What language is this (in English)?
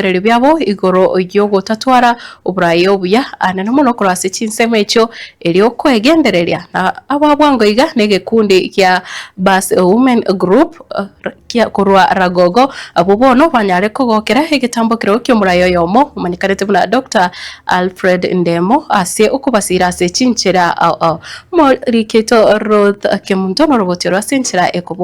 Gusii